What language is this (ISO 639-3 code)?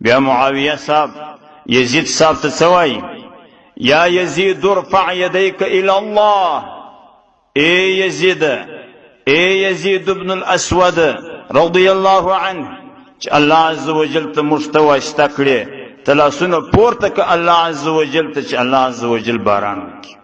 pus